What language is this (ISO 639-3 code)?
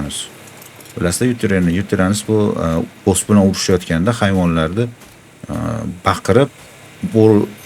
uzb